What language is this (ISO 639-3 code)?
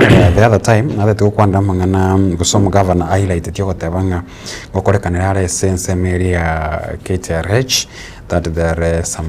guz